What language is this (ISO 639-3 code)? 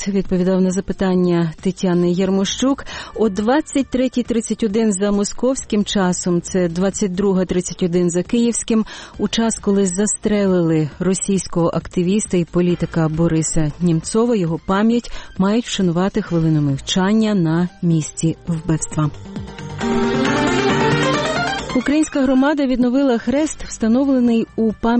ukr